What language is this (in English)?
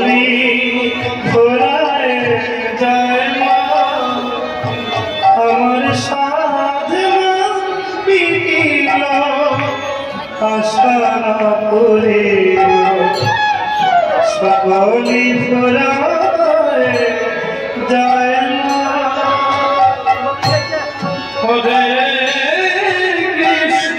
Bangla